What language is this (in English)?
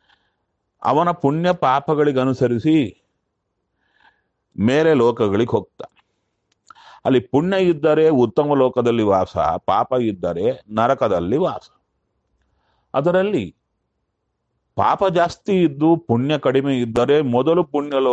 Kannada